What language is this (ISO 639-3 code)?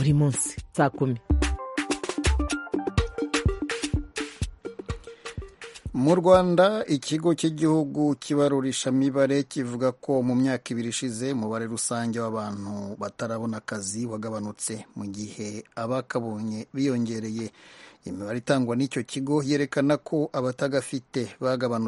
kin